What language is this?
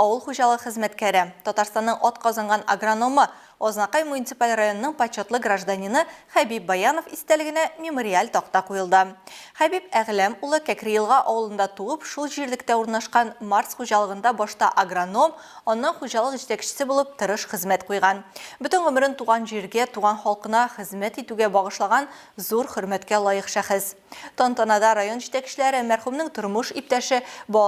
Tatar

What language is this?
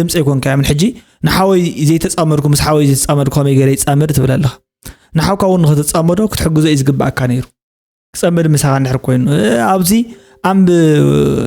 Tigrinya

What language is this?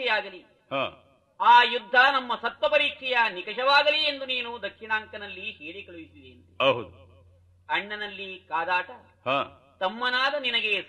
Kannada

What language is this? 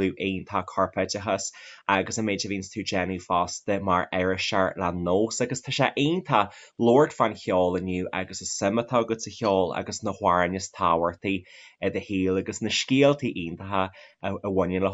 Irish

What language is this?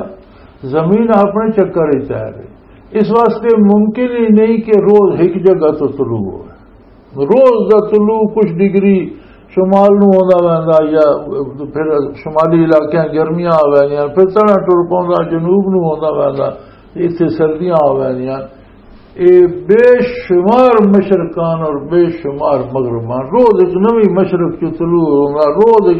Western Panjabi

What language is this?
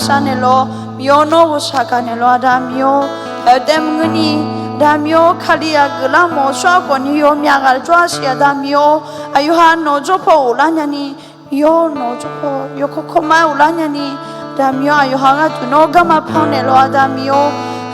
Akha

